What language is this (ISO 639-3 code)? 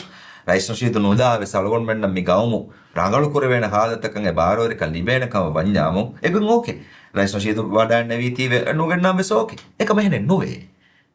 div